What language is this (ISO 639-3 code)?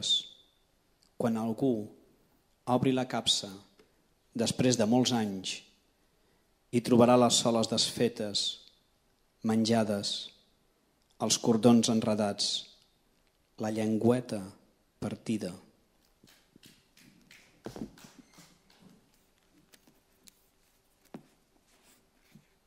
cat